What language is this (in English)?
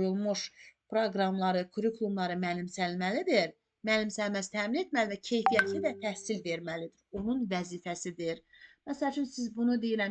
Azerbaijani